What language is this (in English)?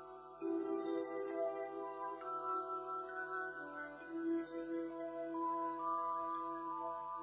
Kannada